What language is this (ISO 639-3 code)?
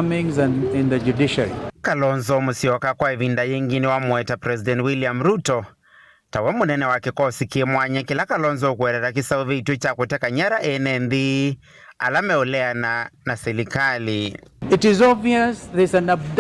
kam